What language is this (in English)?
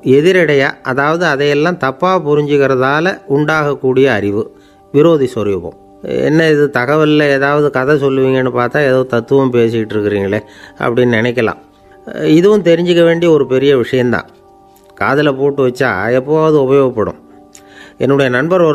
Tamil